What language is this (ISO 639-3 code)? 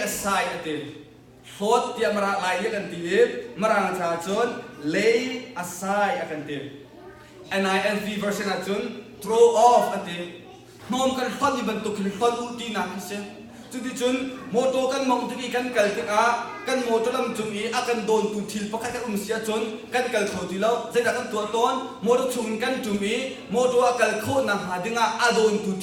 cnh